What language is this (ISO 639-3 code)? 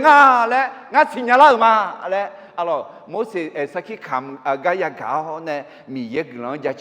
ahk